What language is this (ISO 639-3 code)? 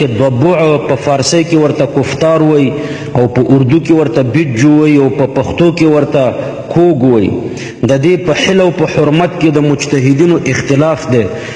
pus